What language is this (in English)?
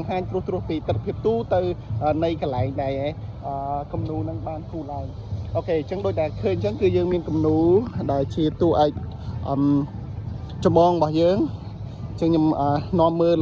Khmer